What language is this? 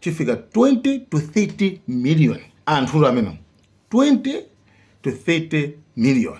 Nyanja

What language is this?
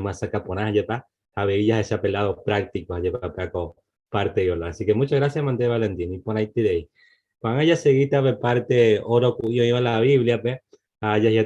Guarani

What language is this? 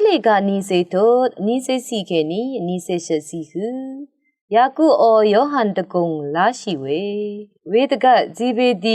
Rawang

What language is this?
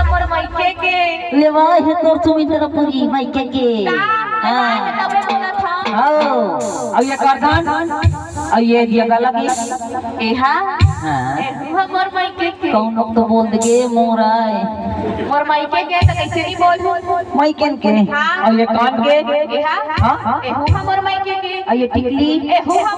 Chhattisgarhi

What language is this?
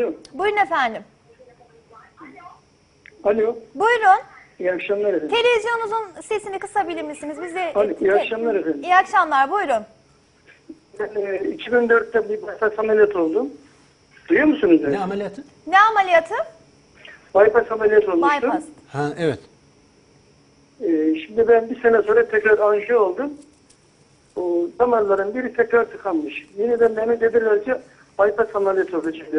Turkish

